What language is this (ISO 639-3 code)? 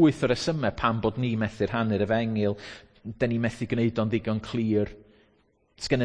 cym